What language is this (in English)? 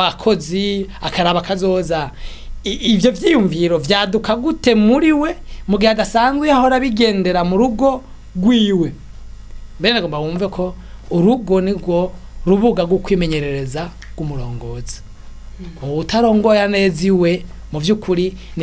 Rundi